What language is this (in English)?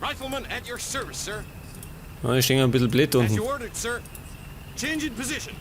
Bavarian